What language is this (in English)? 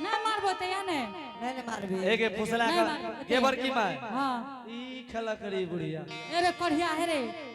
Angika